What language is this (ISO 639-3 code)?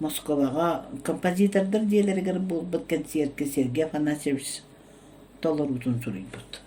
sah